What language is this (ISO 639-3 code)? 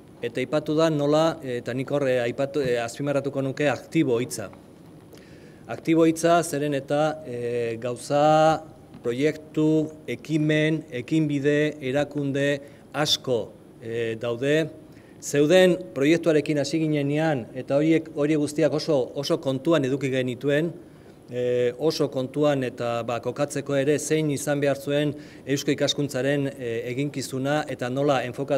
eus